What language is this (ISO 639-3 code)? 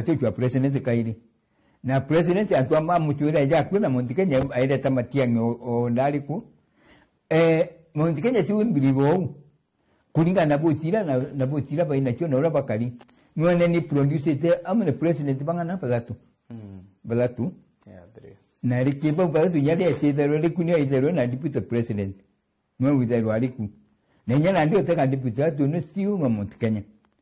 mer